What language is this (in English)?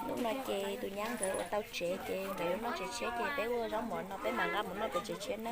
Hmong